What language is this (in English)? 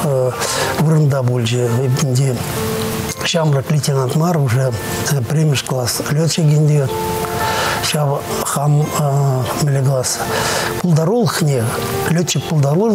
Chuvash